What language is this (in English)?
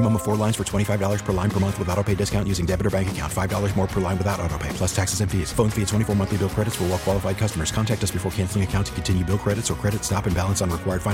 English